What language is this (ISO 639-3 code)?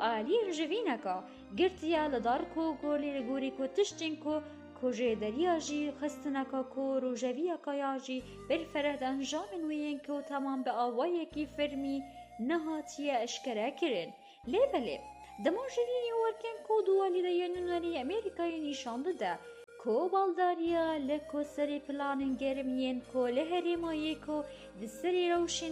kur